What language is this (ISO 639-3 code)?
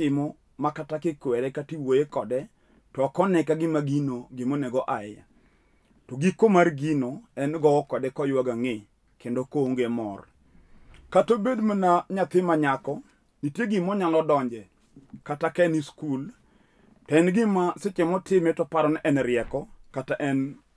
luo